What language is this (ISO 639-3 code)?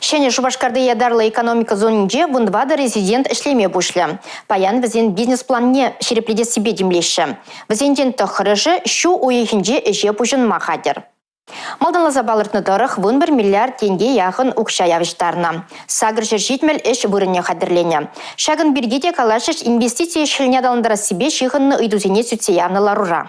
chv